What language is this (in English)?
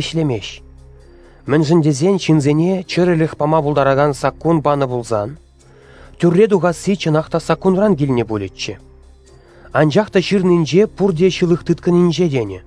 Chuvash